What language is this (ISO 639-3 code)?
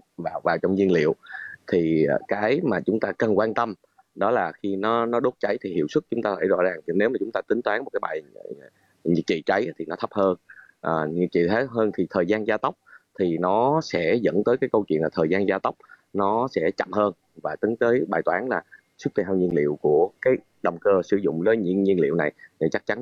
vie